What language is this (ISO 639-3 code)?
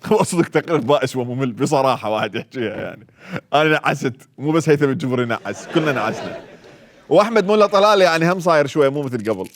acm